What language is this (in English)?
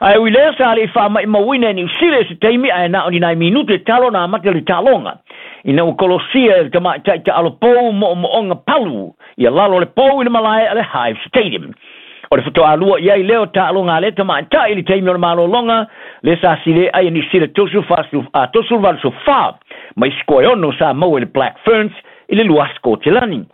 Samoan